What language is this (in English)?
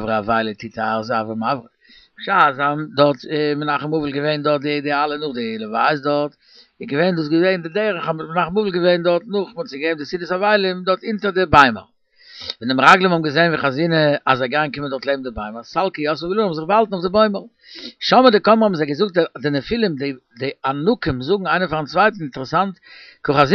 Yiddish